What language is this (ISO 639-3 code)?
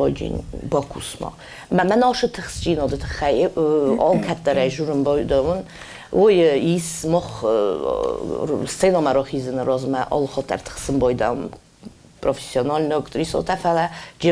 oss